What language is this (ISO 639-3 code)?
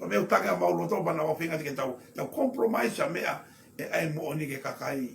ton